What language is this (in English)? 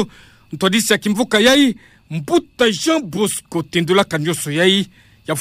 Kituba (Democratic Republic of Congo)